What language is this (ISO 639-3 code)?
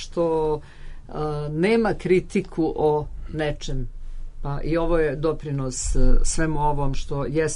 srp